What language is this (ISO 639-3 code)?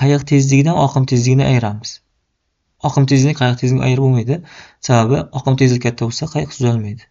uzb